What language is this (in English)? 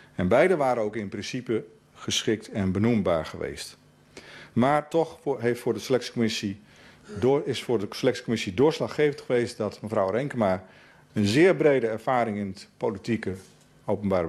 Dutch